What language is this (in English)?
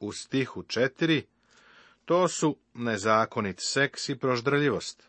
Serbian